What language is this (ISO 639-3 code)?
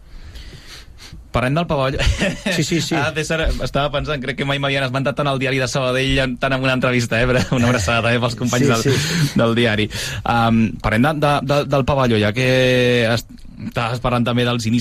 cat